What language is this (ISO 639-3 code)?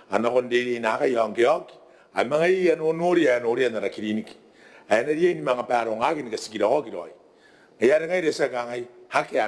gil